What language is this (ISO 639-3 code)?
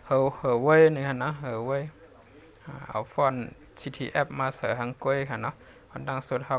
shn